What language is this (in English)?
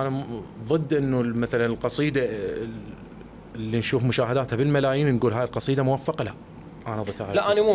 Mesopotamian Arabic